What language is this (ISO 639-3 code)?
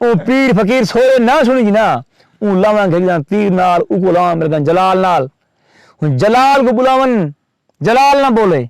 skr